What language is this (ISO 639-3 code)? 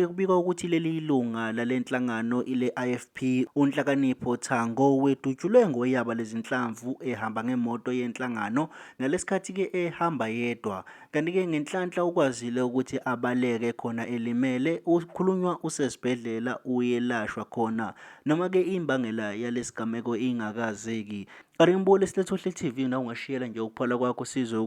zul